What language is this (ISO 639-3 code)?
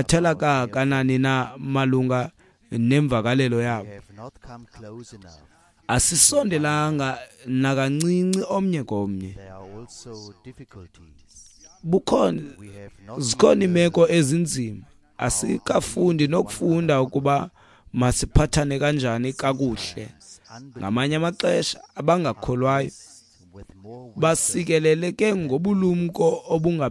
xho